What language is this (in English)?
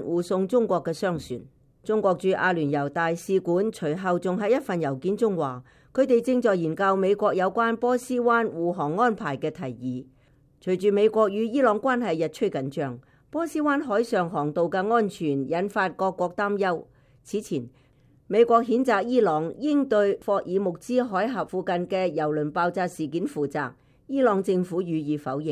Cantonese